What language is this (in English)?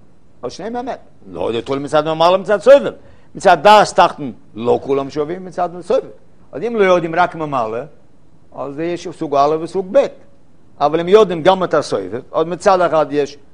Hebrew